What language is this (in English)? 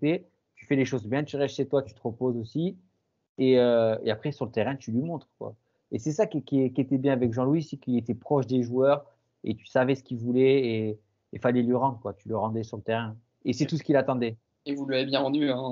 French